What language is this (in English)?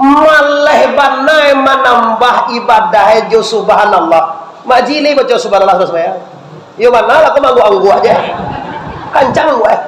Minangkabau